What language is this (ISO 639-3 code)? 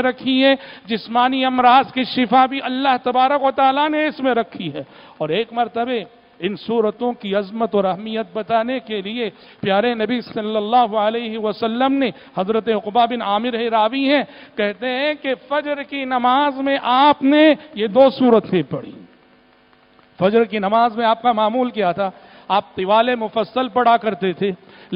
urd